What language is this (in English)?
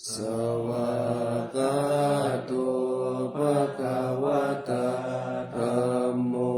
Pali